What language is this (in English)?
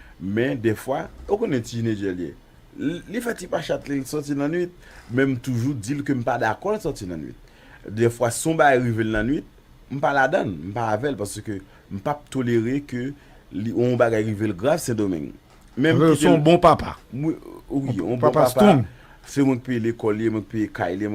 Haitian Creole